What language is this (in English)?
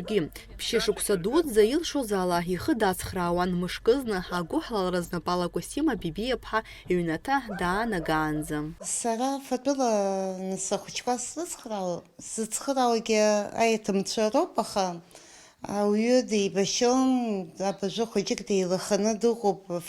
Abkhazian